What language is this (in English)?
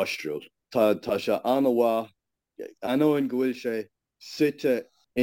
Irish